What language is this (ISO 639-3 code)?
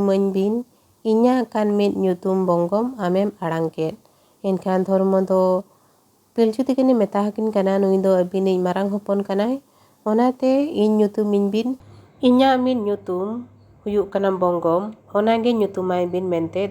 sat